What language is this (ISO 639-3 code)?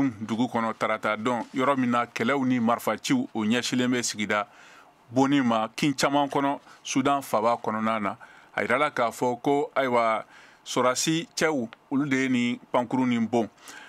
bam